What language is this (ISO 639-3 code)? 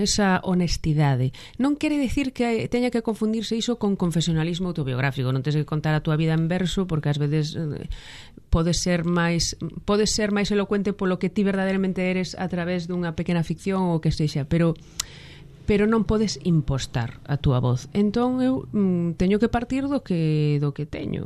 glg